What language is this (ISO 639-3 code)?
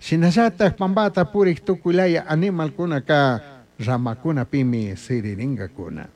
qug